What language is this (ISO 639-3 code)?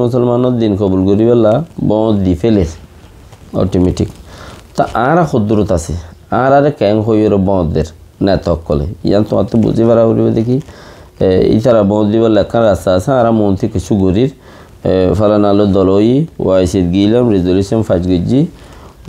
rhg